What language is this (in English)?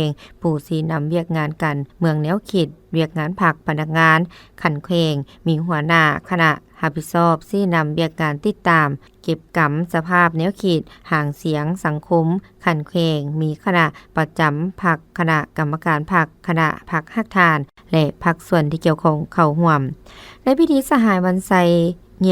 Lao